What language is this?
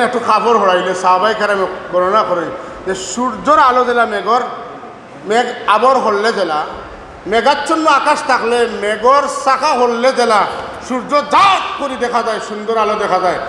Sylheti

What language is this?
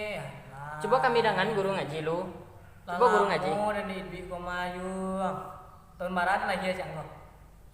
Minangkabau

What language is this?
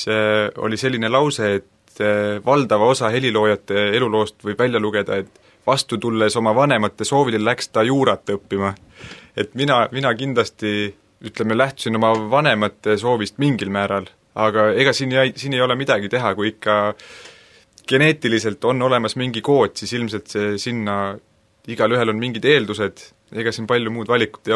Estonian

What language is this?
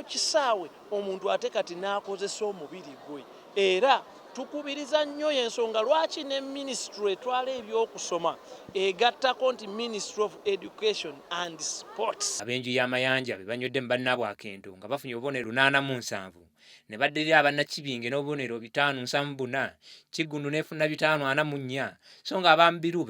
Ganda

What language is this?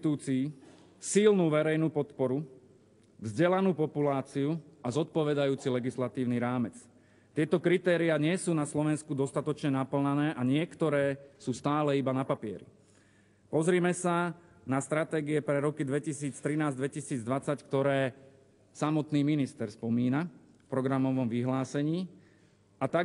Slovak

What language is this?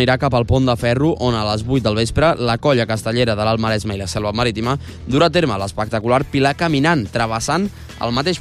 Catalan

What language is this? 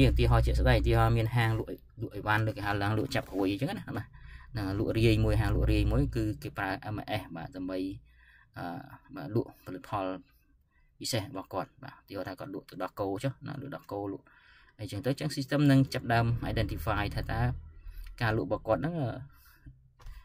Khmer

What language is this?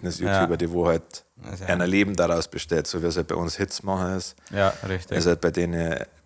Bavarian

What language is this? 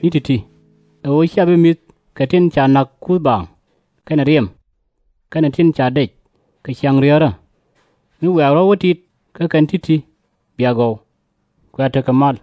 Nuer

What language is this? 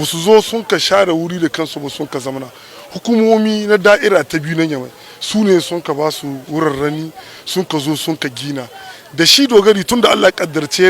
Hausa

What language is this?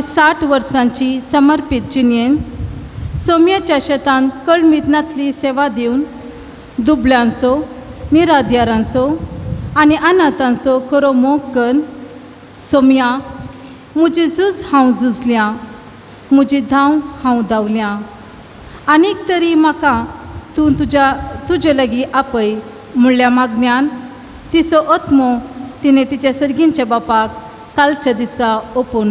Konkani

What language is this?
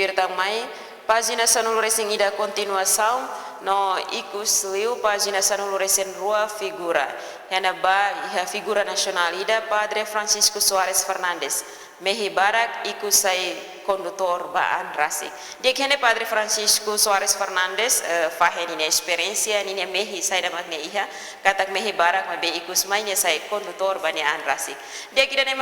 Tetum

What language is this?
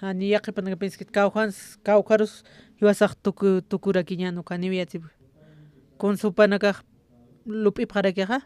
Aymara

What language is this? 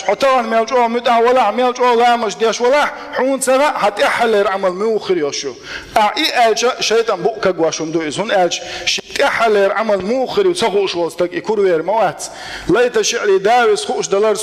Chechen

